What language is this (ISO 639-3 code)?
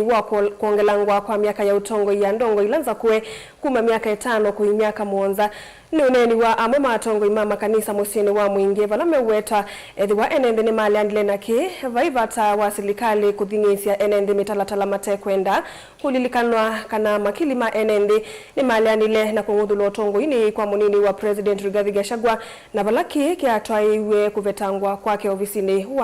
kam